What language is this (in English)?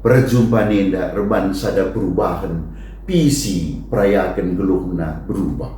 Batak Karo